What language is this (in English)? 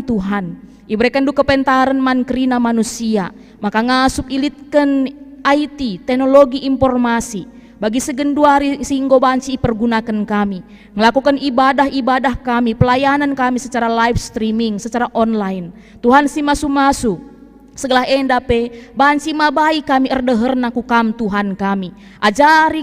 Batak Karo